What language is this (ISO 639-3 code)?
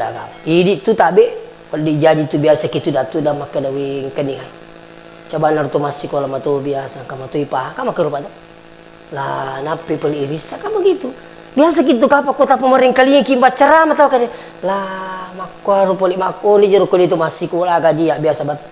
bug